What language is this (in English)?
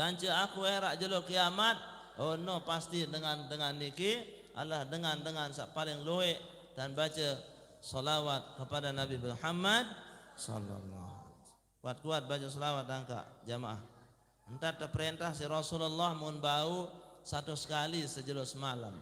Sasak